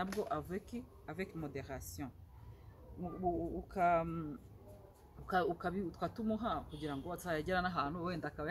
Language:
Kinyarwanda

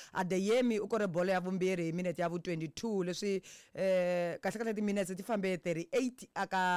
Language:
Tsonga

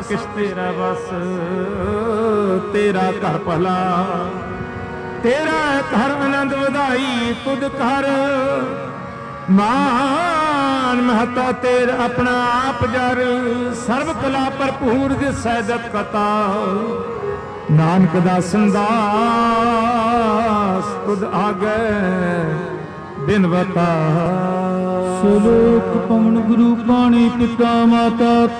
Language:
Punjabi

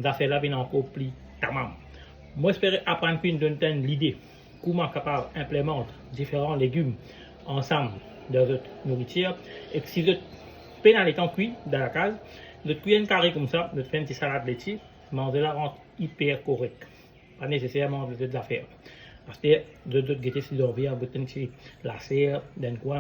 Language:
Morisyen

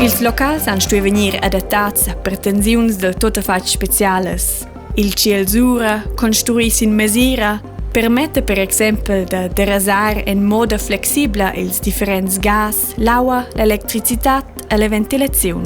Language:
Romansh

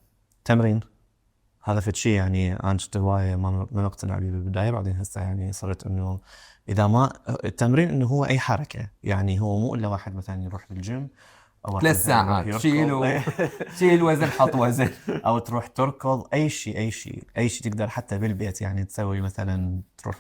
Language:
Mesopotamian Arabic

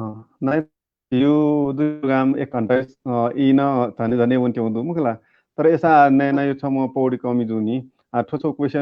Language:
Newari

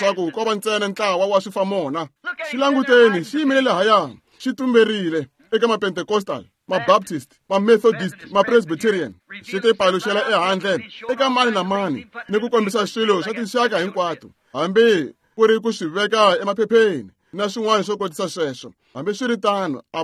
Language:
Tsonga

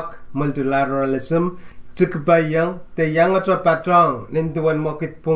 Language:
Pohnpeian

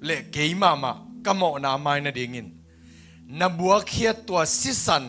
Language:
Tedim Chin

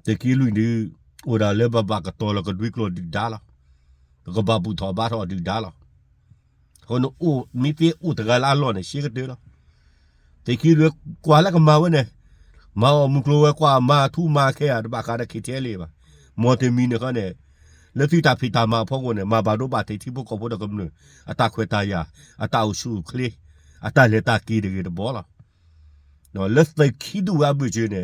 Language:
S'gaw Karen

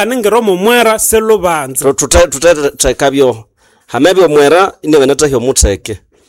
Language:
Nande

